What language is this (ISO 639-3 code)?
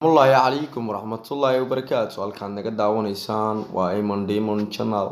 som